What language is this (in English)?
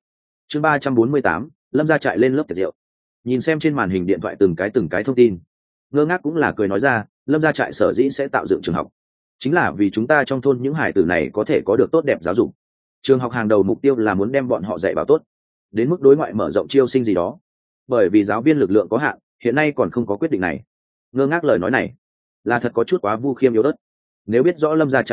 Vietnamese